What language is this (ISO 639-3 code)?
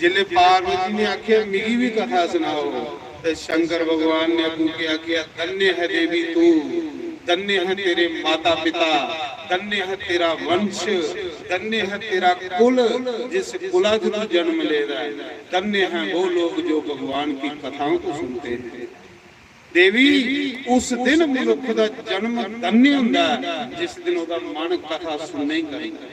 doi